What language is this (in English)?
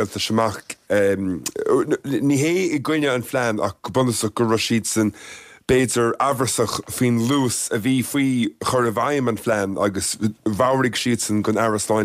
Irish